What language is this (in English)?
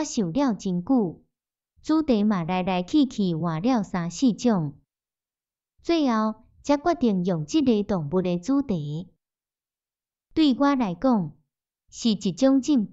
Min Nan Chinese